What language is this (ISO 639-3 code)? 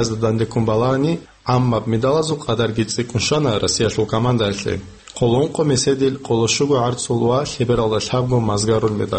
ava